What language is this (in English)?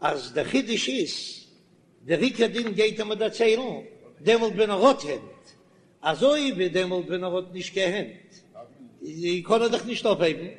Yiddish